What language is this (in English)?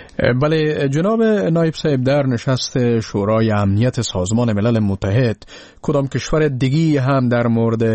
Persian